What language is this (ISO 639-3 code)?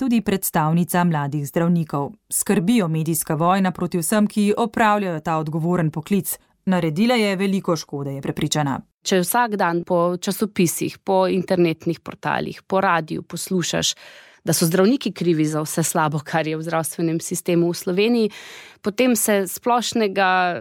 slv